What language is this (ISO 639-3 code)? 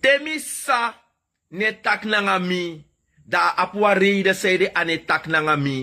srn